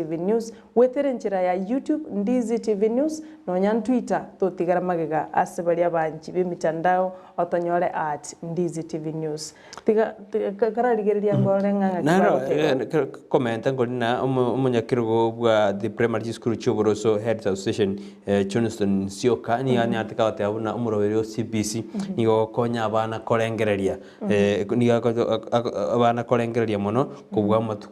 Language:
Gusii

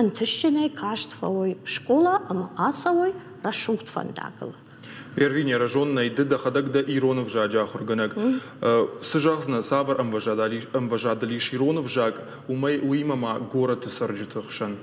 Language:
Ossetic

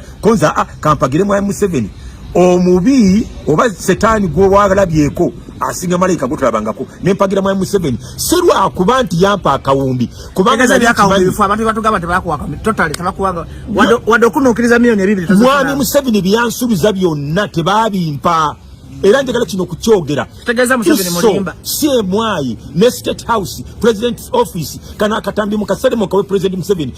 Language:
Ganda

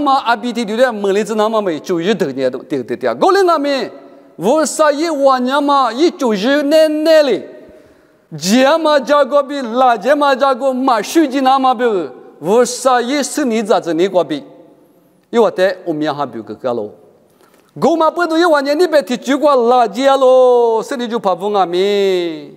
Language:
Lisu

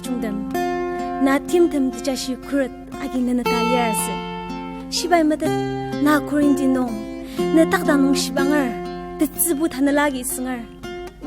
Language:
Ao Naga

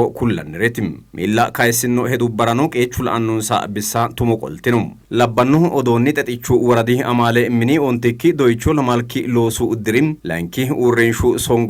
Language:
Sidamo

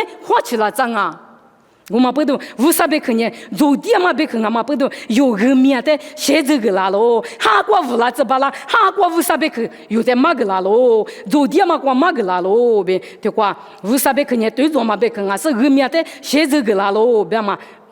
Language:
Lisu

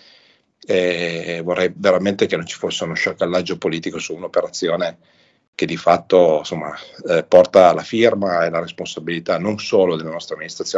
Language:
Italian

